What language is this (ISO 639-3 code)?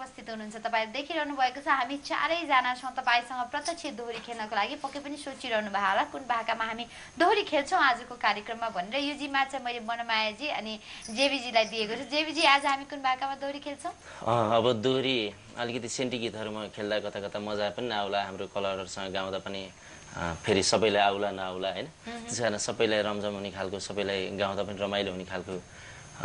nep